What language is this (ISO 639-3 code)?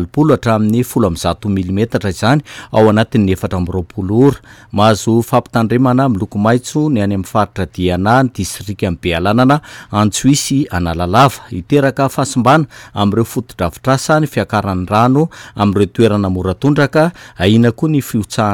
mlg